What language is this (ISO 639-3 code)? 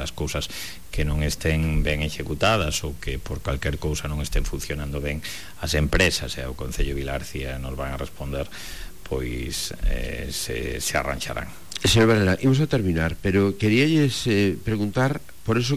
glg